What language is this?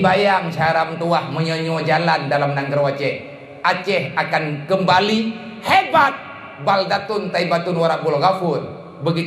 Achinese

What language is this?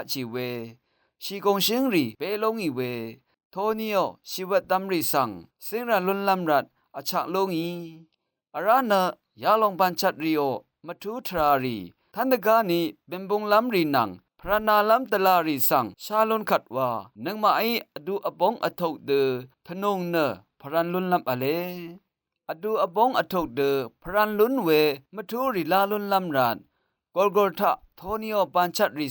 Rawang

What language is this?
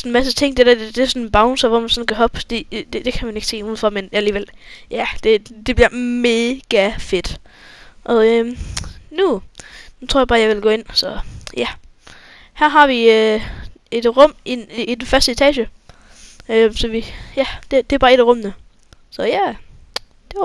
Danish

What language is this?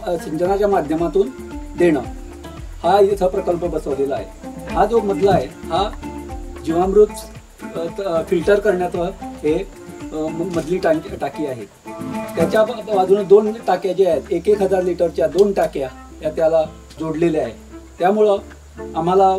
Marathi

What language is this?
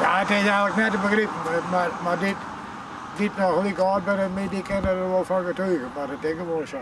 Western Frisian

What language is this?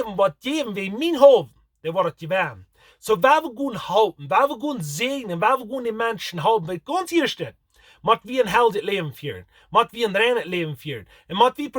Plautdietsch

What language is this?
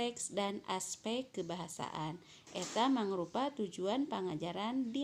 Sundanese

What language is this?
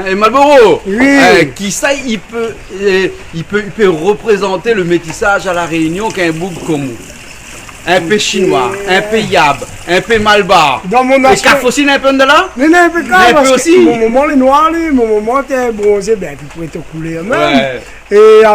Réunion Creole French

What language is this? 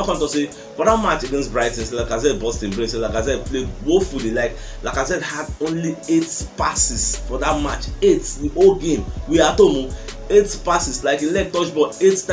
Nigerian Pidgin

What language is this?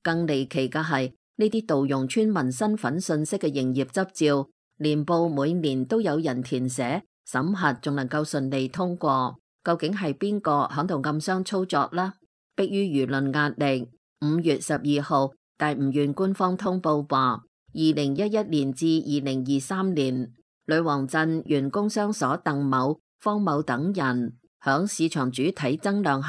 Cantonese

